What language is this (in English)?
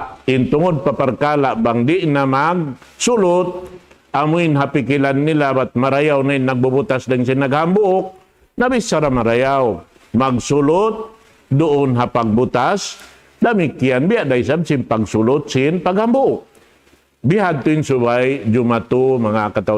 Tausug